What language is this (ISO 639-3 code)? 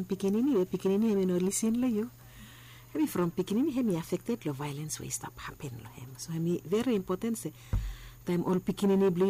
bis